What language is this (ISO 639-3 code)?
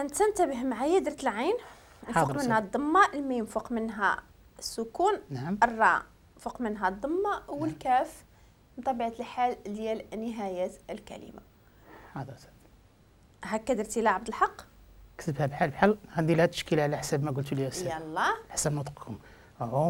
ary